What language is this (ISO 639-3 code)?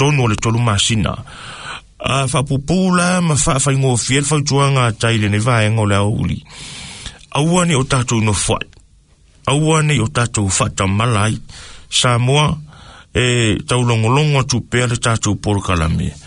smo